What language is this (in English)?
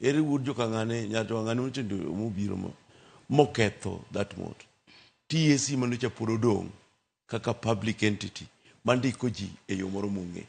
Luo (Kenya and Tanzania)